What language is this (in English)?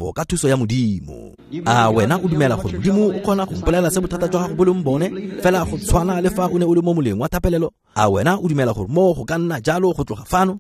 Tswana